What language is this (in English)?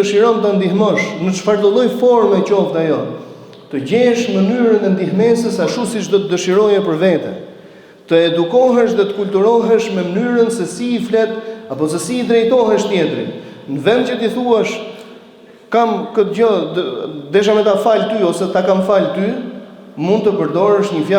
Albanian